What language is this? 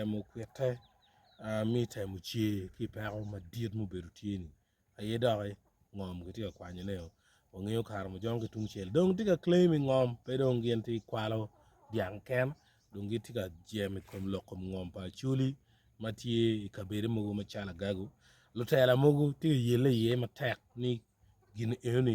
Acoli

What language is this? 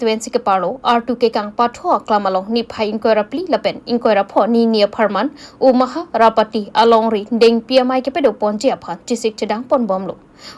Karbi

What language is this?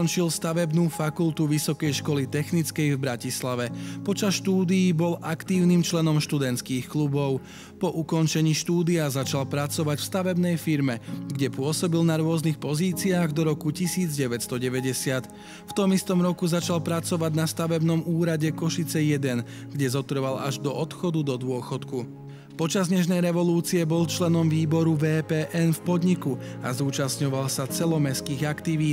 Slovak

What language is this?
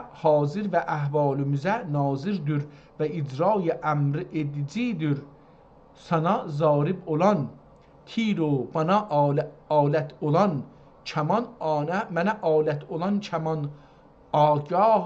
South Azerbaijani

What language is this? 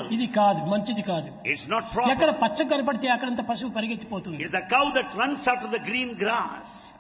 Telugu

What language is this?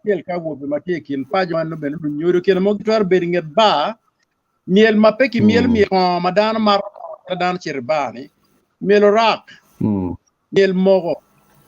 Acoli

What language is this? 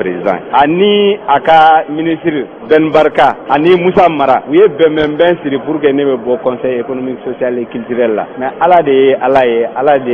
Bambara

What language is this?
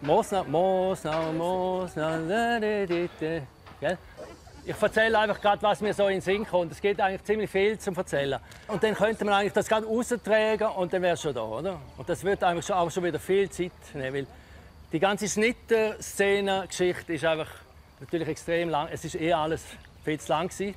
Romansh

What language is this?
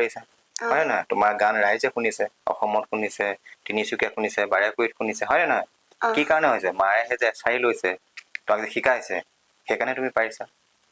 Assamese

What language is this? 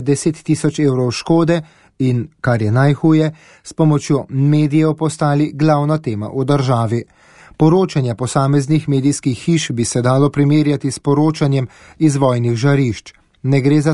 Slovenian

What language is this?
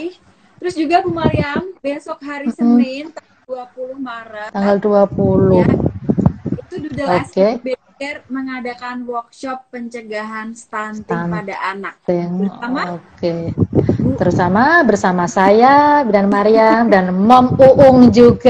Indonesian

